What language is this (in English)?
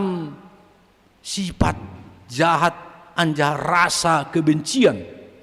Batak Simalungun